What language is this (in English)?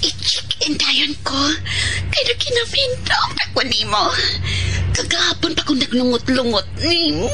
Cebuano